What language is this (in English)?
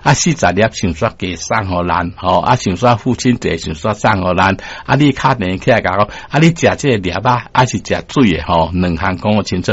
Min Nan Chinese